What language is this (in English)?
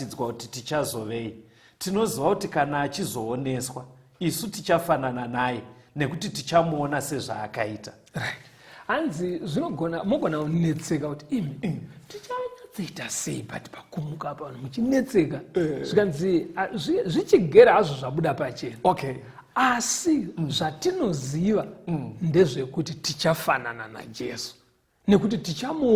Shona